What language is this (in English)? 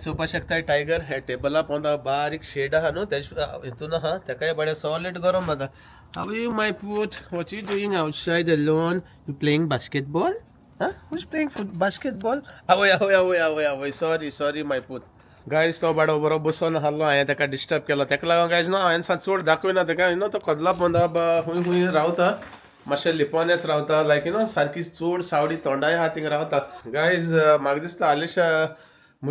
Konkani